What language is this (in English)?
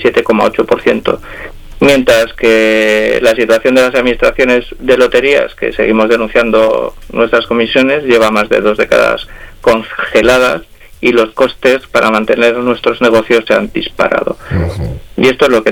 Spanish